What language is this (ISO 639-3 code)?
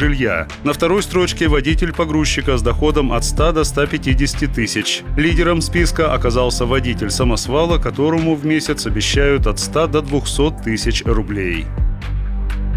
rus